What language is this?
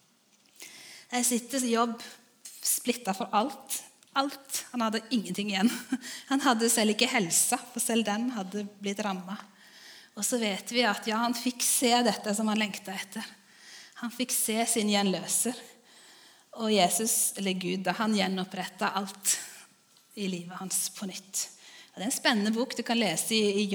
Norwegian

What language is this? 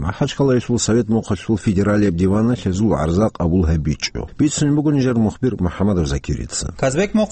Avaric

